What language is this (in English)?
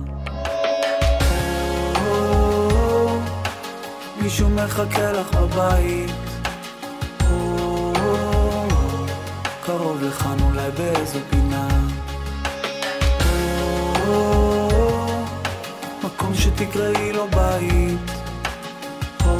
Hebrew